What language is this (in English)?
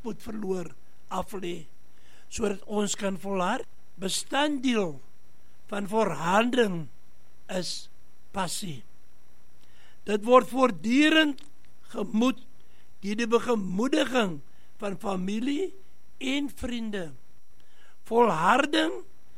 Afrikaans